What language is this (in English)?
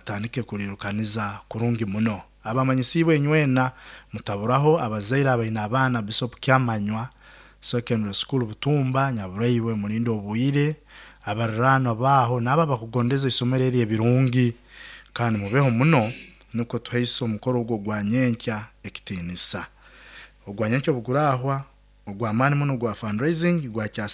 Nyoro